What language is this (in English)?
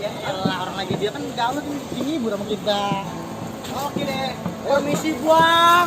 Betawi